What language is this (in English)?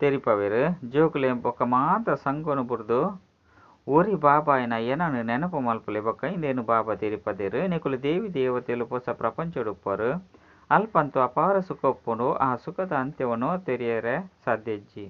Tulu